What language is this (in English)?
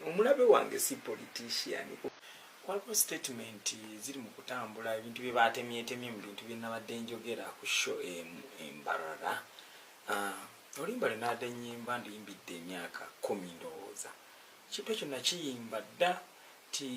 Ganda